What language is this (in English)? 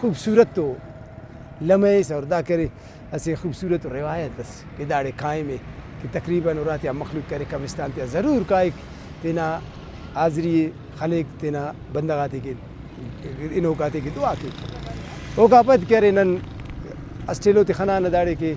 Brahui